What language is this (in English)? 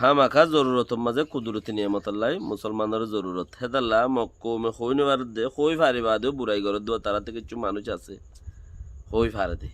Rohingya